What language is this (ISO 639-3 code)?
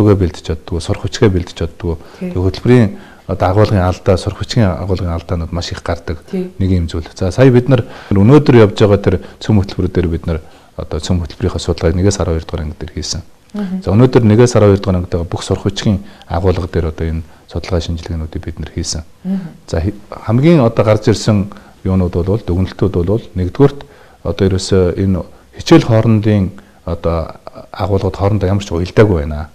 mon